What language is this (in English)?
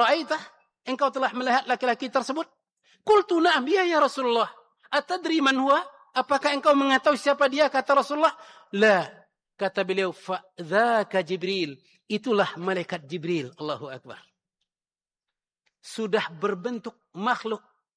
Indonesian